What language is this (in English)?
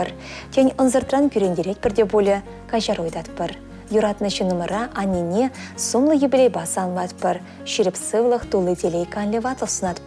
Chuvash